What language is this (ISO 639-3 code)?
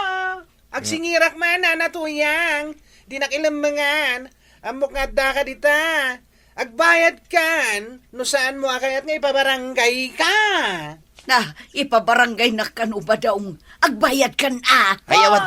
ilo